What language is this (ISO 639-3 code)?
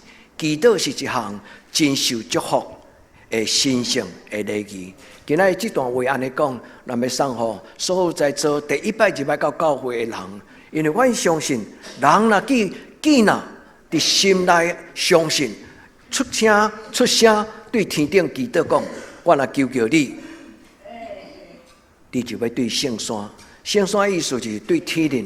nan